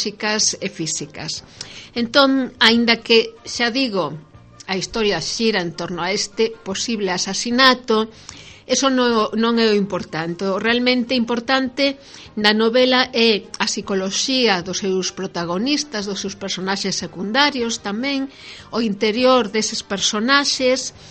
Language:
Galician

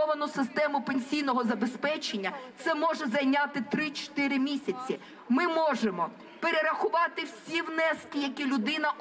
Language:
Ukrainian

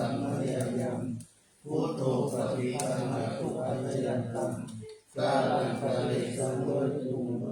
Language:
Pali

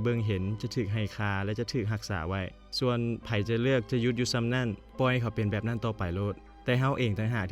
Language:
Lao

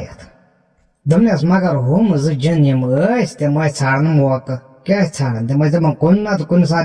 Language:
Kashmiri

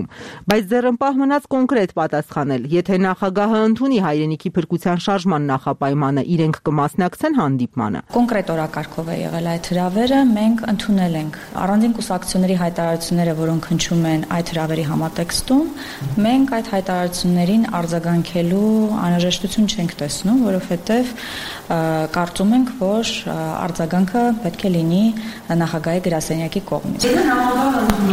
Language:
Armenian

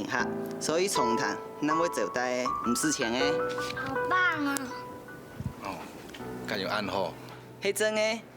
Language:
Hakka Chinese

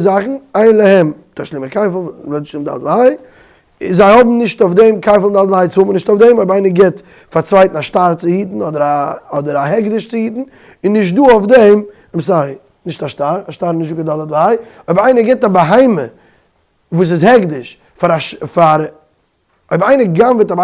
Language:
Yiddish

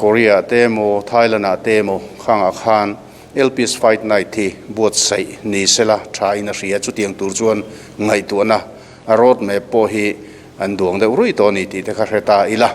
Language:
Mizo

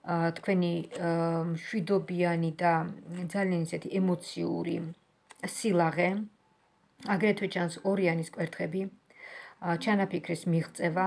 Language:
Georgian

